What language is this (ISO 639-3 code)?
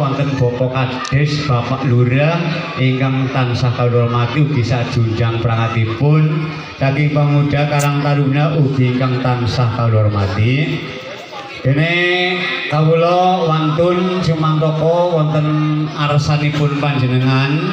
jav